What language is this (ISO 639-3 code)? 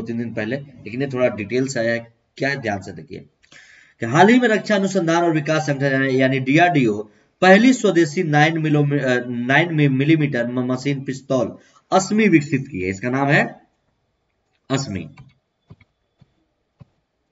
hin